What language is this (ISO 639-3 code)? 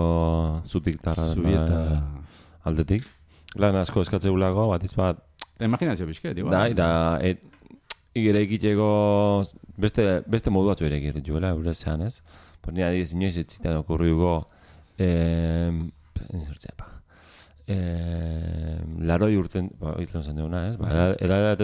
eus